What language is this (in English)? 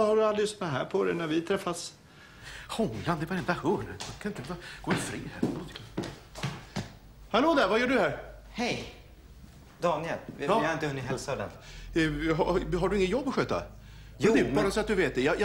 Swedish